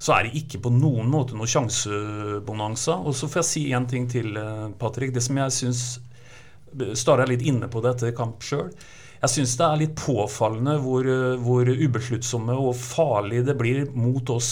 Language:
Norwegian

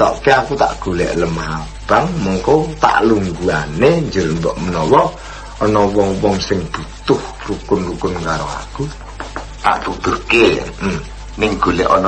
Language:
Javanese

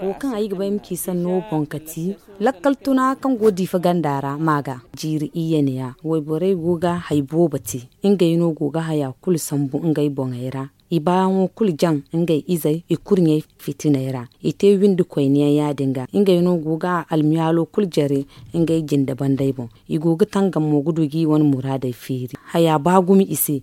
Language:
Zarma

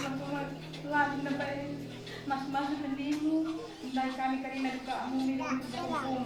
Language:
Batak Karo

